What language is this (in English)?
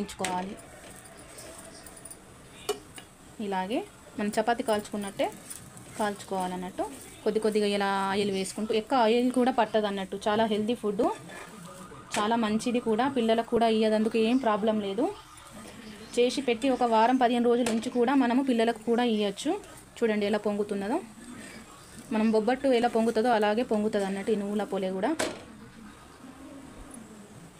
Telugu